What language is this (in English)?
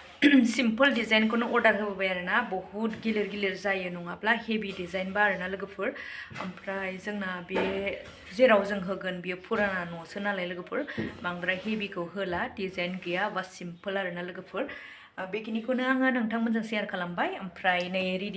Bodo